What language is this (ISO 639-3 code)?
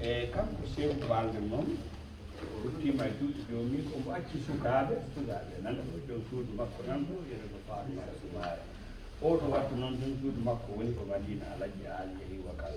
ful